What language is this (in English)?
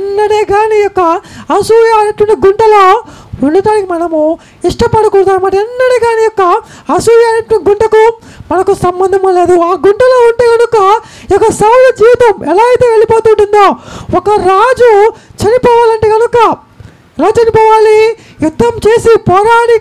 Telugu